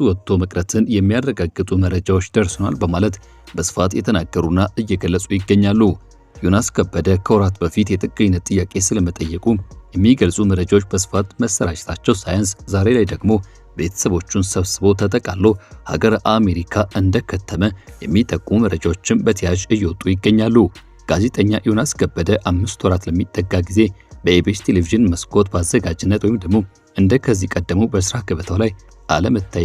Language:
Amharic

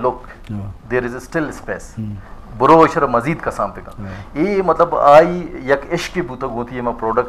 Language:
Eastern Balochi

